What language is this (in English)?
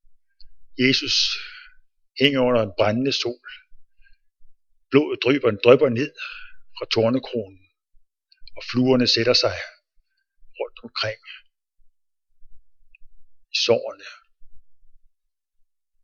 Danish